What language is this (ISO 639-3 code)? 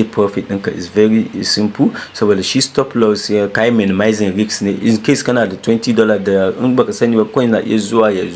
hau